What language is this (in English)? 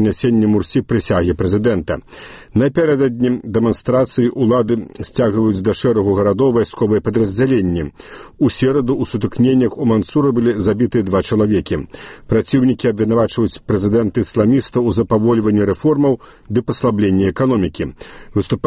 Belarusian